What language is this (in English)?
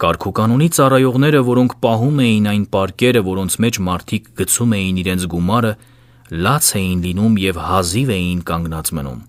Armenian